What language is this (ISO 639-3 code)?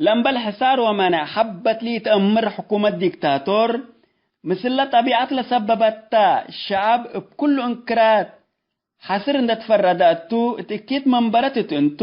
tig